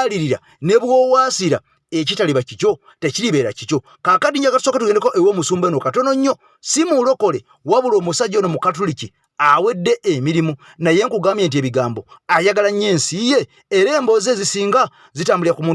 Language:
Ganda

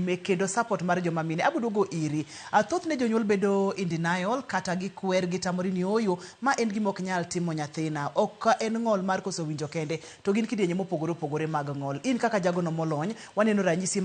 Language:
Luo (Kenya and Tanzania)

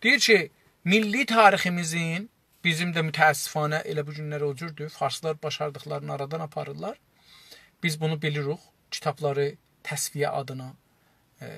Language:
South Azerbaijani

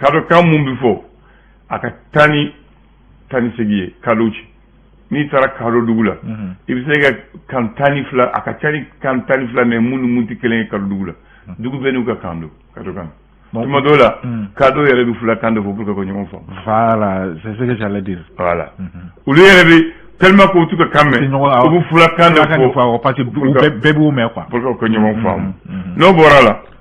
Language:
Bambara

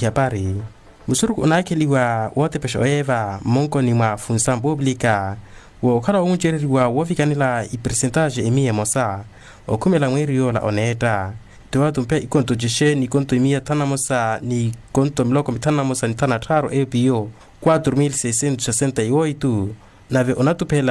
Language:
Makhuwa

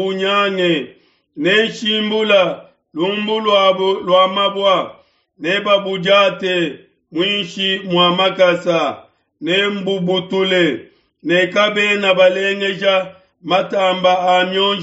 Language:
Luba-Lulua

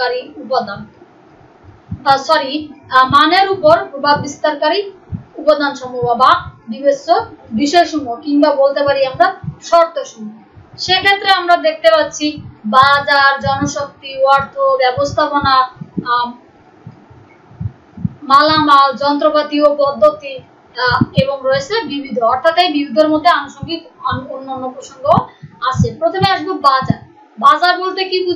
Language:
Bangla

